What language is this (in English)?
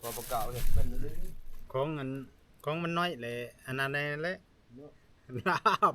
Northeastern Thai